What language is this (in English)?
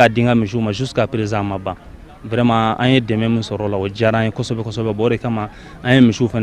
Bambara